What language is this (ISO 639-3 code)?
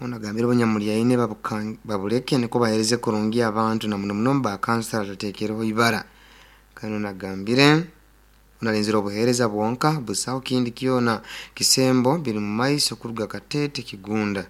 nyo